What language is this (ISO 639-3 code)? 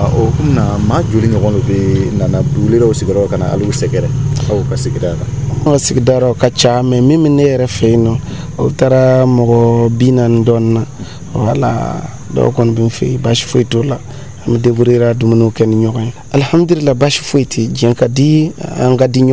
dyu